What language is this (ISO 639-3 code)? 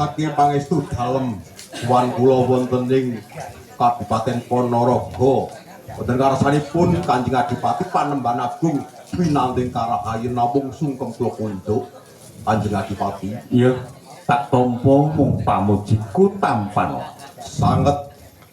jav